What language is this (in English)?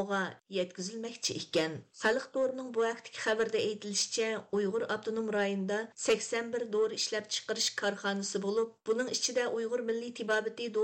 Uyghur